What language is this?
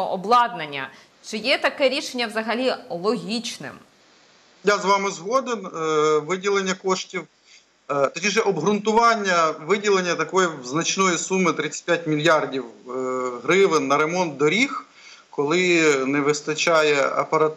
Ukrainian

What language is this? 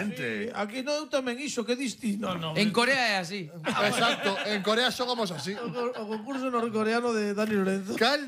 Galician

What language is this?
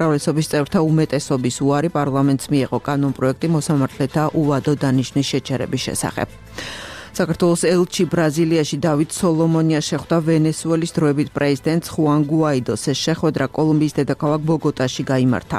Georgian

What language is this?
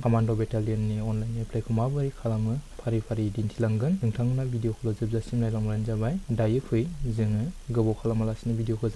Bodo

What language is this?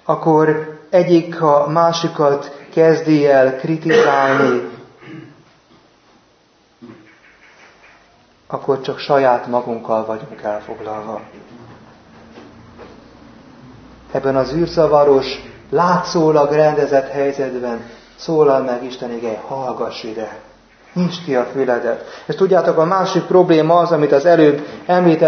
Hungarian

